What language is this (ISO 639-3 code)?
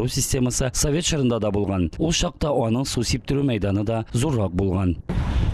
tat